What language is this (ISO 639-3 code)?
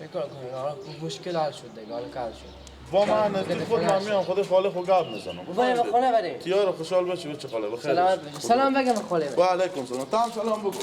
fas